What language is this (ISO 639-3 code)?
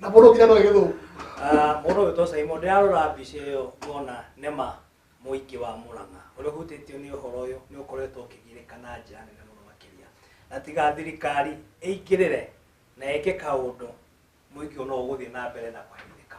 kik